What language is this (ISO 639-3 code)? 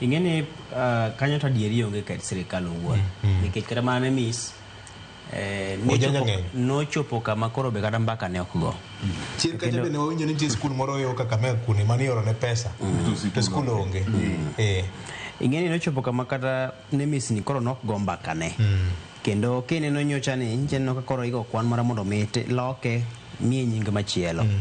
luo